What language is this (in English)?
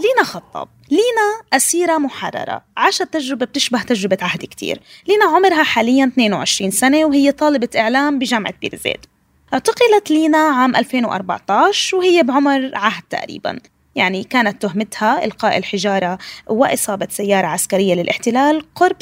North Levantine Arabic